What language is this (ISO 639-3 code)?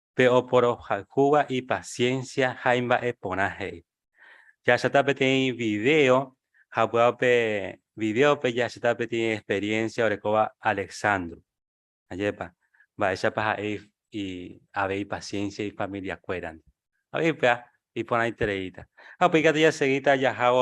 grn